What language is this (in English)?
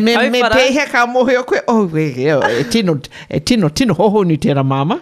Māori